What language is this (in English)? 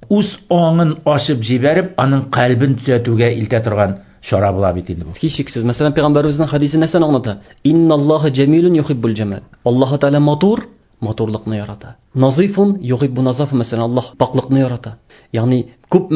Tatar